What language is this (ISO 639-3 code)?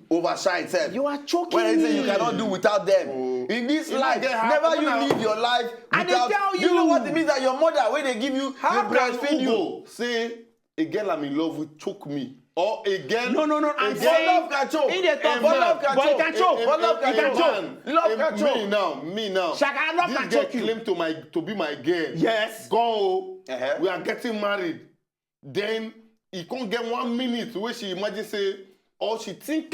pcm